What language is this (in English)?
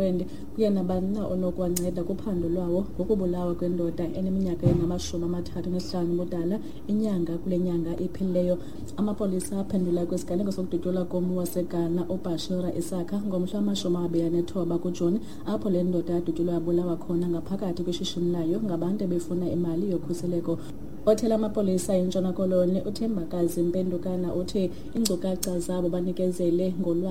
Xhosa